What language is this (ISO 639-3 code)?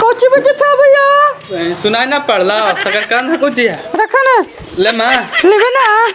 mag